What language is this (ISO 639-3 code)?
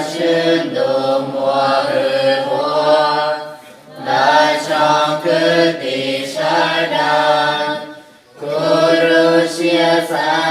hmn